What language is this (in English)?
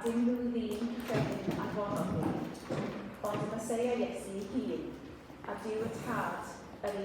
Welsh